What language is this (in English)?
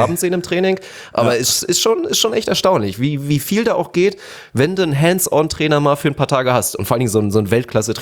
German